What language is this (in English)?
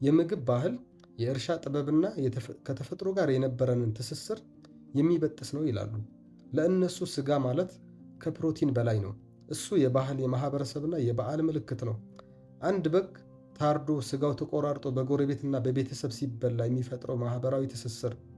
Amharic